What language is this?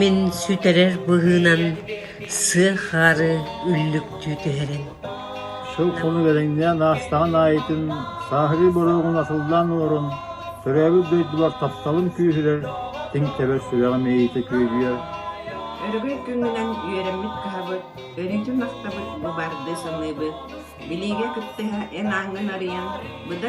Yakut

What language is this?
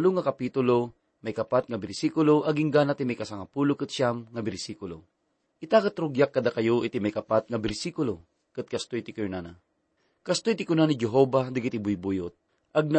Iloko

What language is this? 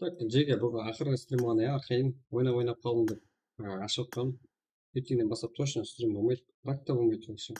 Kara-Kalpak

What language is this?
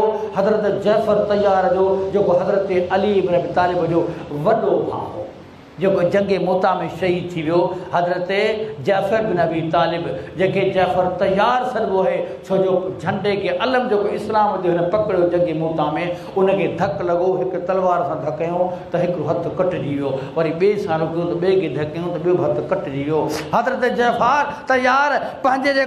Sindhi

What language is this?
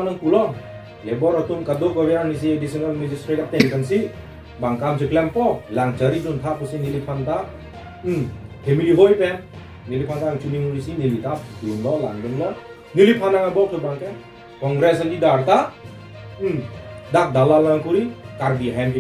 Karbi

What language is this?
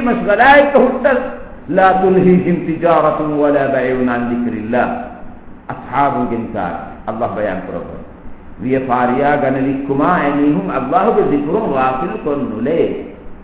Divehi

